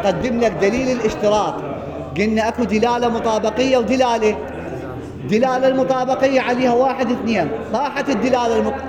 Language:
Mesopotamian Arabic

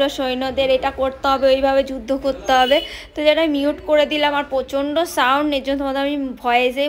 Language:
Bangla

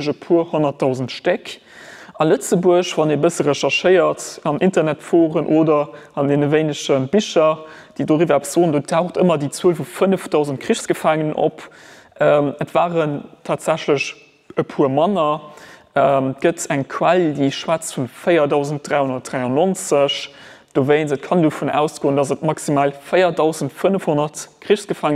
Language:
Luxembourgish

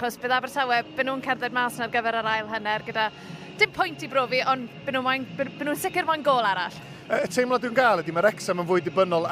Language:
Welsh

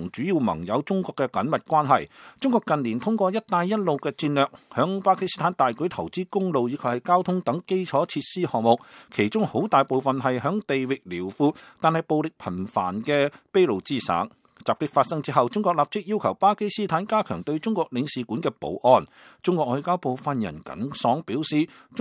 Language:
Cantonese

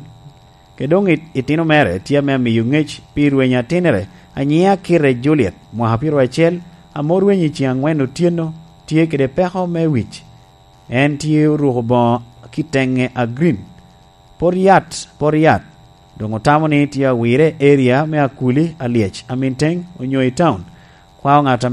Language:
Lango (Uganda)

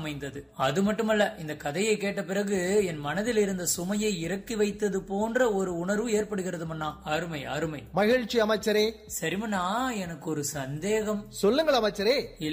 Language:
Tamil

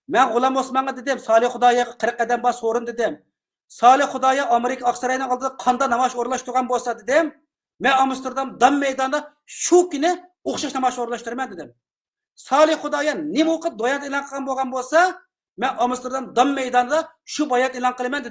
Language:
Uyghur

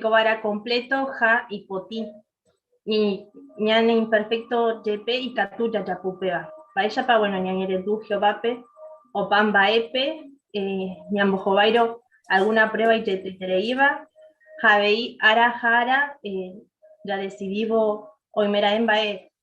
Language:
Guarani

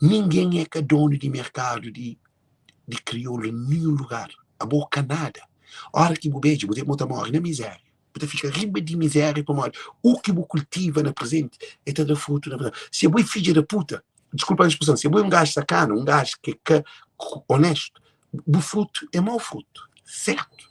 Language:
Kabuverdianu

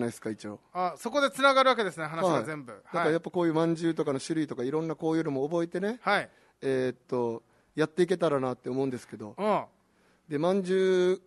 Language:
Japanese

